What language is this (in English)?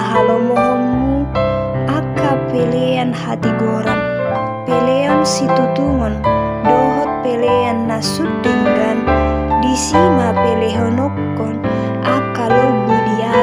Batak Toba